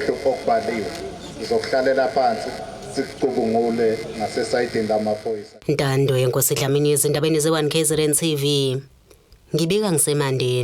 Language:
Zulu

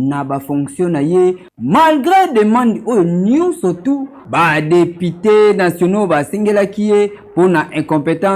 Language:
Lingala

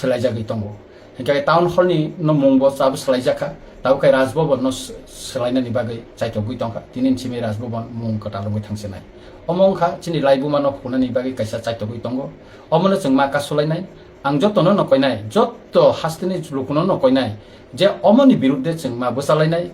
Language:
Kok Borok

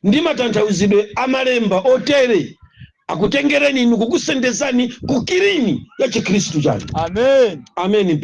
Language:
Nyanja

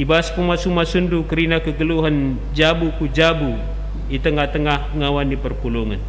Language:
Batak Karo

